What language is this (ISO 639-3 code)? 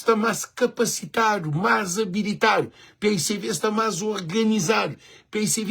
kea